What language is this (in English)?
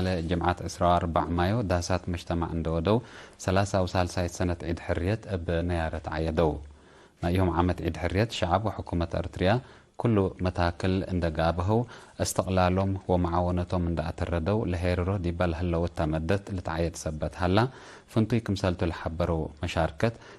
Tigre